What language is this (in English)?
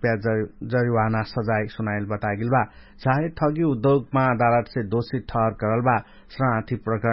Dangaura Tharu